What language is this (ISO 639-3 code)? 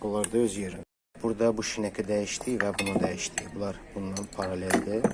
aze